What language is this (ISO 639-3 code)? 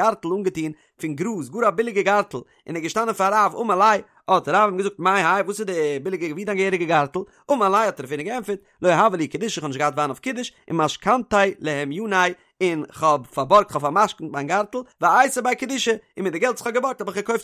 yid